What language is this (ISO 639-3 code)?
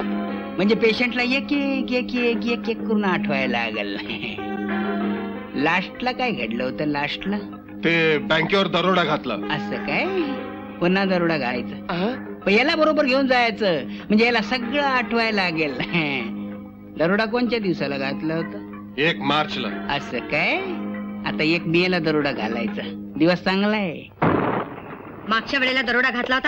mar